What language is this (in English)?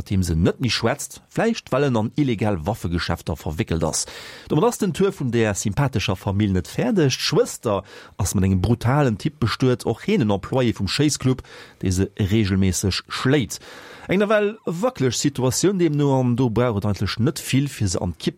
Luxembourgish